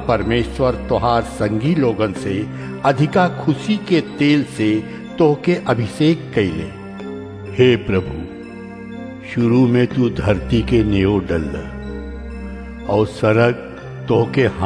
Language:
Bhojpuri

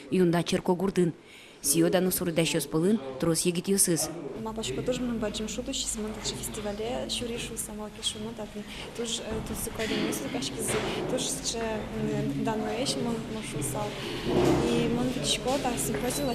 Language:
Udmurt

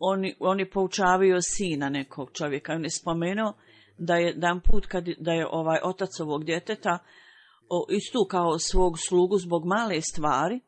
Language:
Bosnian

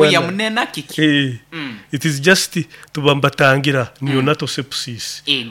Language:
Nyoro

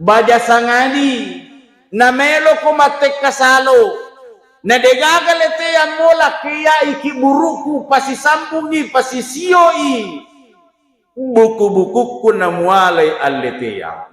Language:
Buginese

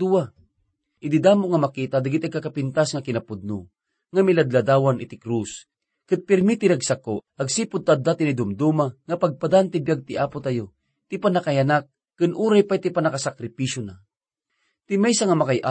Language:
Iloko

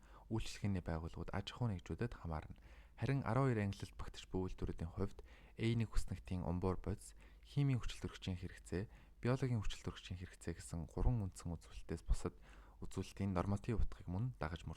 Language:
Mongolian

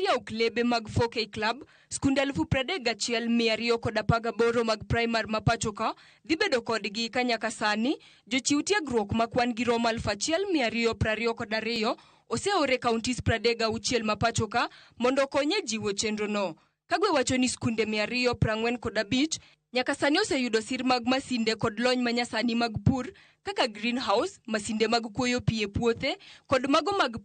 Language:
Luo (Kenya and Tanzania)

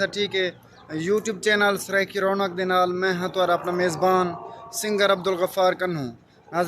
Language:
Saraiki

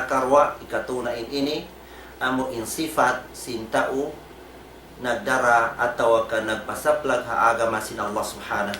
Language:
Tausug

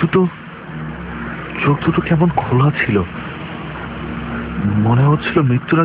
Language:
Bangla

